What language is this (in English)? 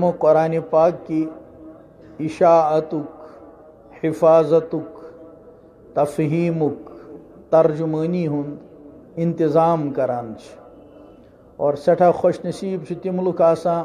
Kashmiri